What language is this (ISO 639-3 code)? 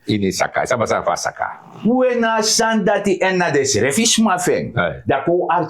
srn